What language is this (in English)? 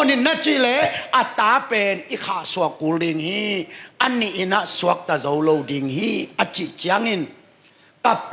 Tedim Chin